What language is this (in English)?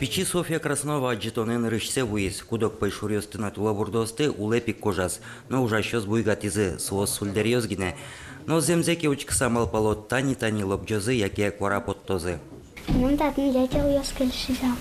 Udmurt